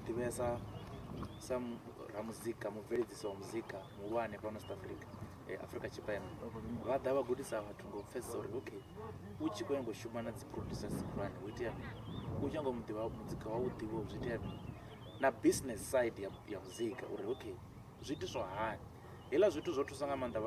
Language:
Venda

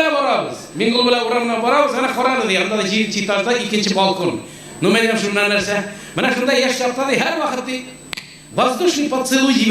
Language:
Tatar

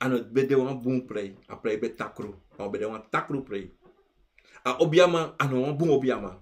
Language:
Sranan Tongo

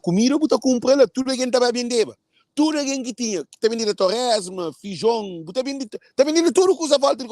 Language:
Kabuverdianu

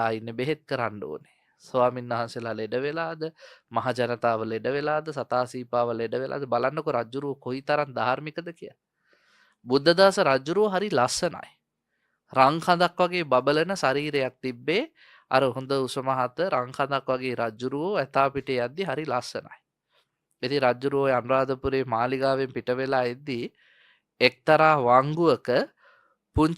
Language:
Sinhala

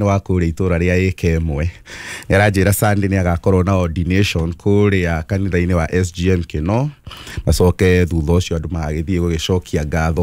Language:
Kikuyu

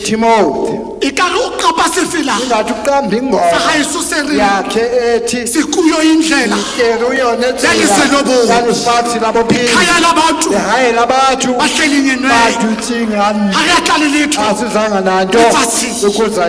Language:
Southern Sotho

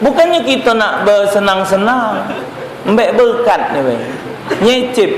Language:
Musi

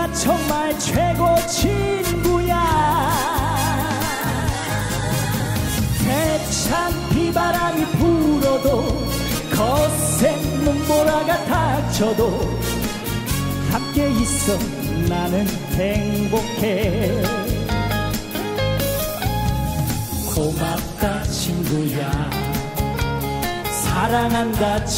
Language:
Korean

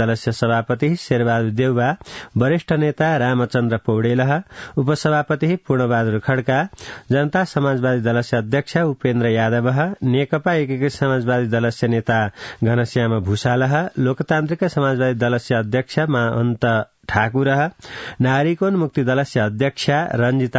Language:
Sanskrit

